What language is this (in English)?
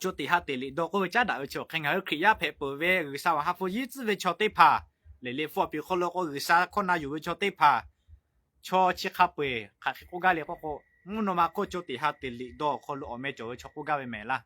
Lahu